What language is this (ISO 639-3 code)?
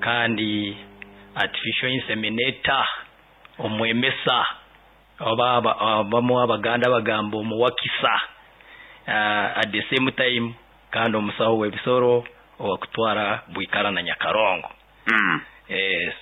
nyo